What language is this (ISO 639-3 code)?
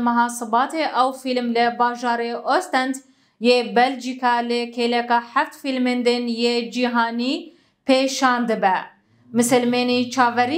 kur